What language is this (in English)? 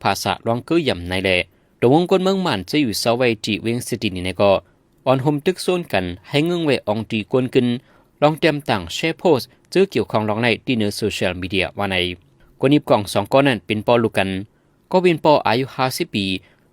Shan